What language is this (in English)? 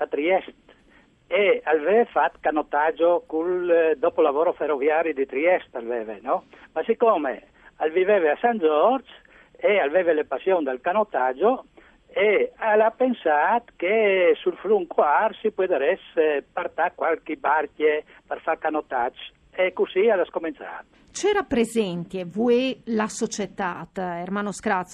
Friulian